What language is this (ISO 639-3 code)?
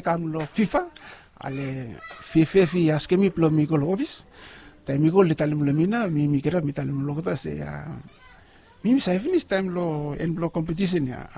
bis